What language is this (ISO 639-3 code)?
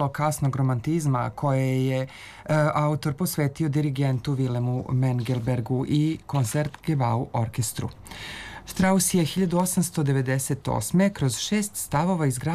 srp